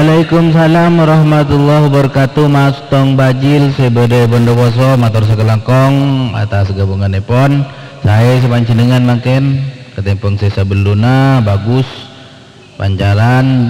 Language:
Madurese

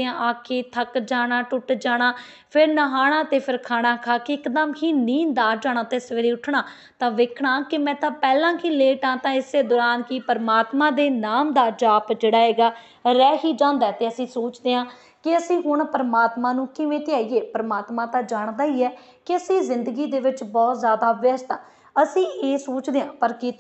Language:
Punjabi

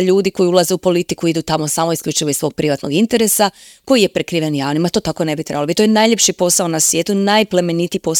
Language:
Croatian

